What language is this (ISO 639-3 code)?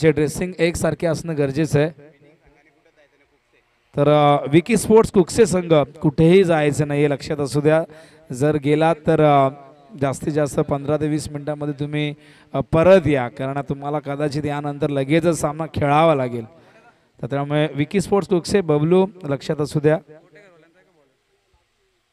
mar